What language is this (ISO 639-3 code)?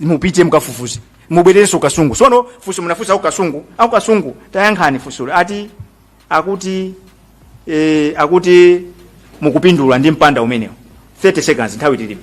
nya